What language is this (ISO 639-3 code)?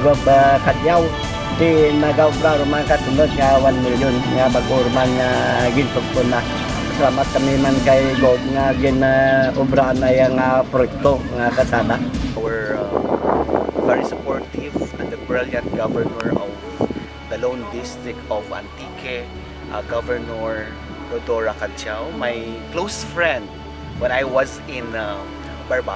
krj